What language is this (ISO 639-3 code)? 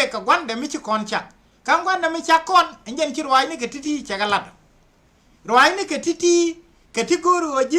nus